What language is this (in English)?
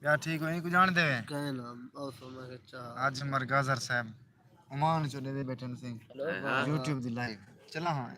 Saraiki